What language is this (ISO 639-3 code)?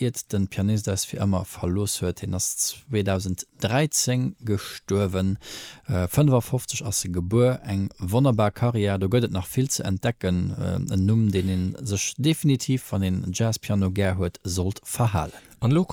ltz